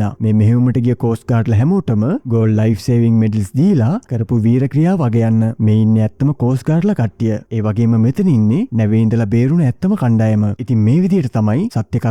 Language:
Sinhala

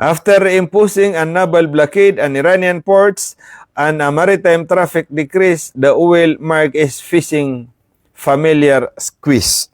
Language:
Maranao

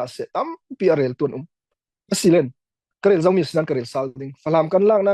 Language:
Falam Chin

